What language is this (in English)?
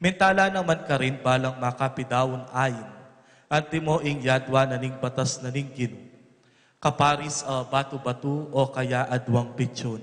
Pampanga